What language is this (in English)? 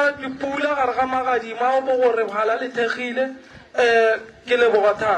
Northern Sotho